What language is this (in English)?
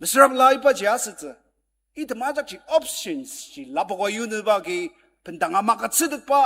Ao Naga